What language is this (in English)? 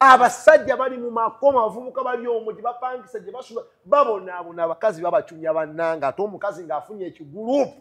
Ganda